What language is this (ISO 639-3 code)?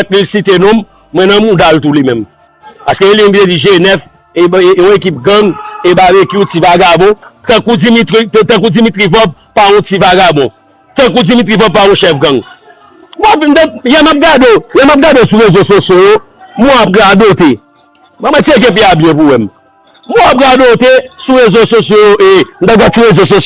hat